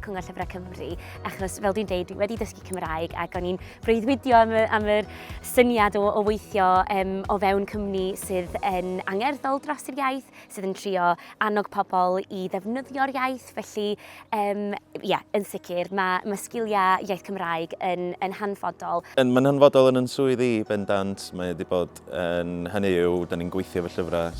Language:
Welsh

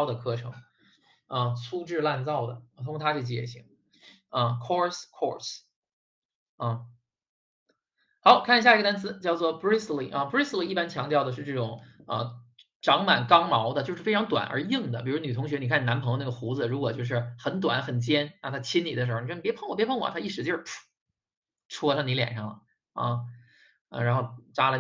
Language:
Chinese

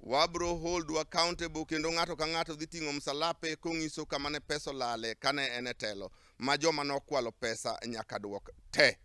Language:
Luo (Kenya and Tanzania)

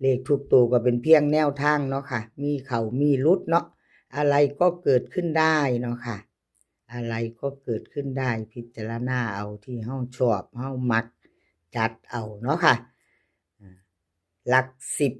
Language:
Northeastern Thai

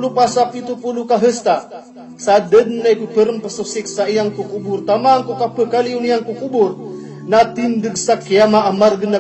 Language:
Maranao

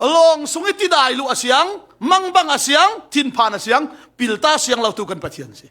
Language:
Falam Chin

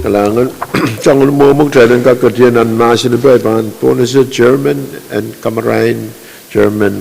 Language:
Pohnpeian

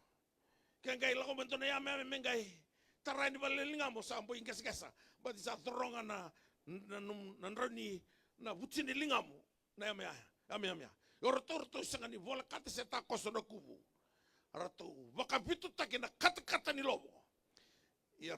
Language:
Fijian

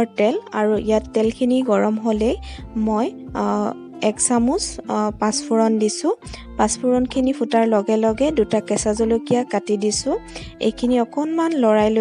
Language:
Assamese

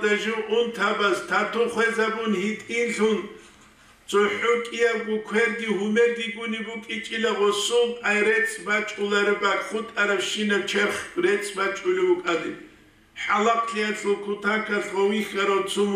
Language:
Avaric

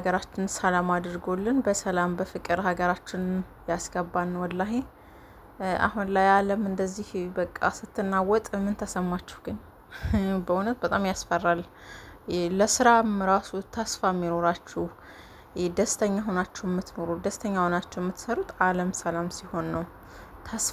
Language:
Amharic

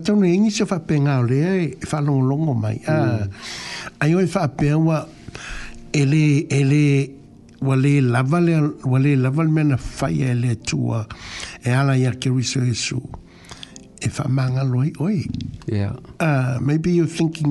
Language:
Samoan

